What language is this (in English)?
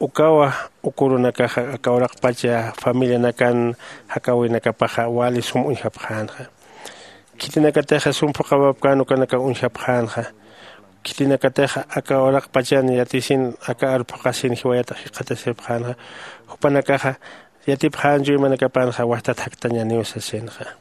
Aymara